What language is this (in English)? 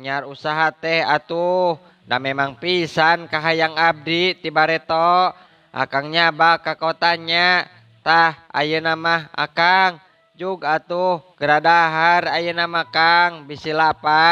Sundanese